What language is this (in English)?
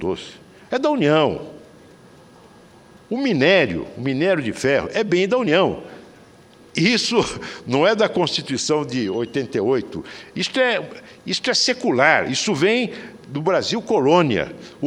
Portuguese